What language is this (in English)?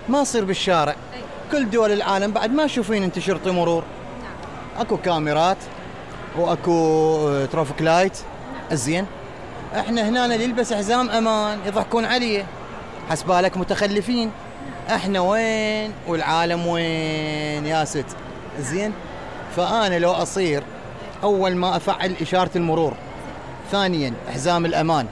Mesopotamian Arabic